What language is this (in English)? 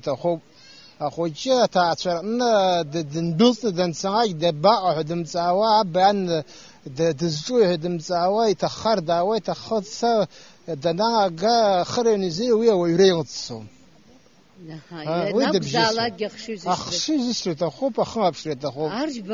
Abkhazian